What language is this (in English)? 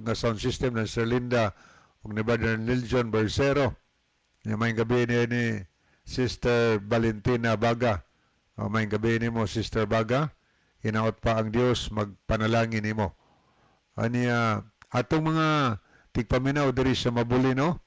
Cebuano